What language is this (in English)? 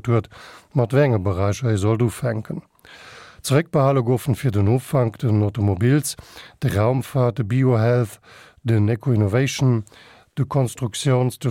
Luxembourgish